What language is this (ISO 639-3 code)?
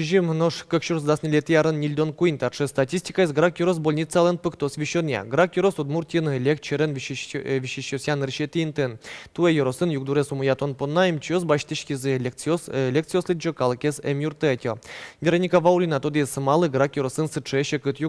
udm